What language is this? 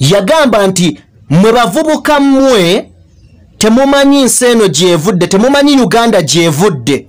Ganda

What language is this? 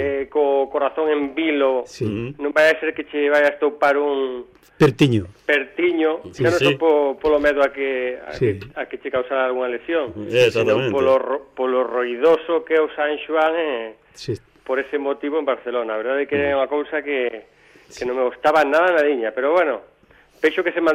Galician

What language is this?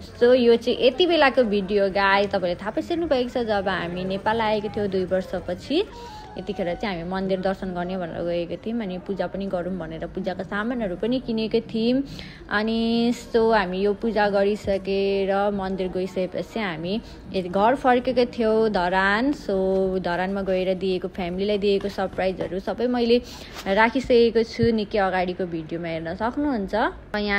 Nepali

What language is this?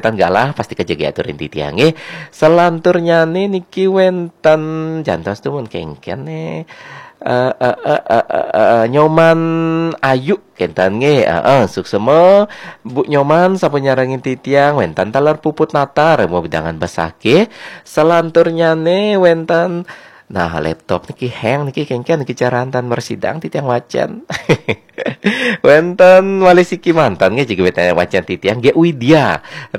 Balinese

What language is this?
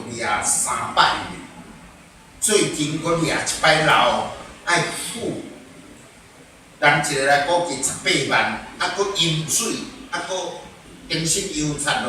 Min Nan Chinese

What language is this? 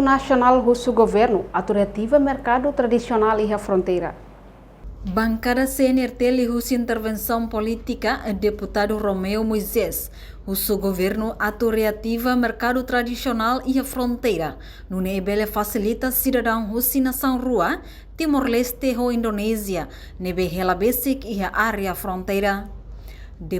Tetum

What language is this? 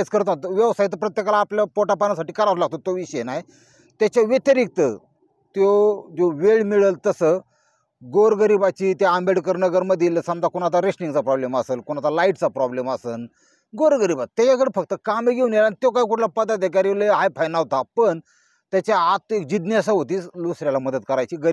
Marathi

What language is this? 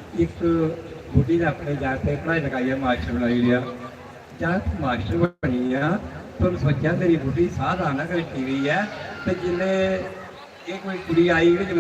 Dogri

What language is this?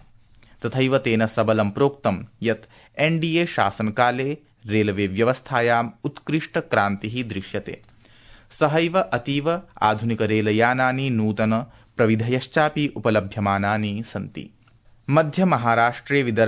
Sanskrit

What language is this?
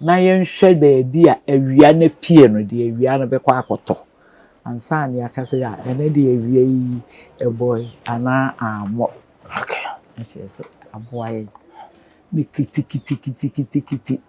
Akan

